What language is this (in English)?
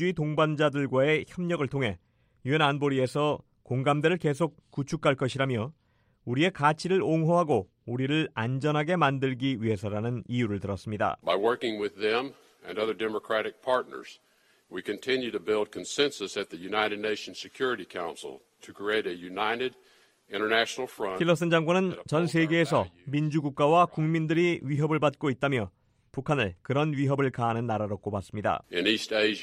Korean